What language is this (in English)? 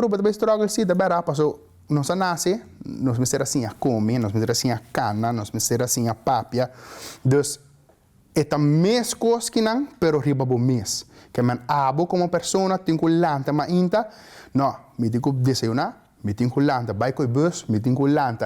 Papiamento